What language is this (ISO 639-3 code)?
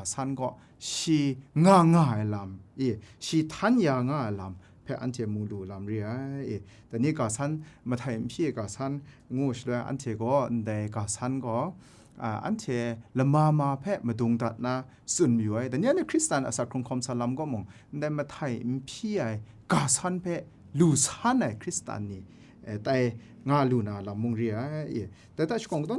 kac